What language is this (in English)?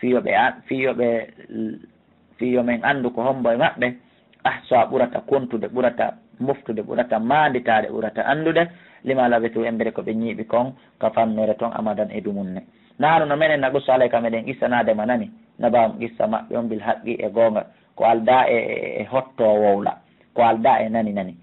Fula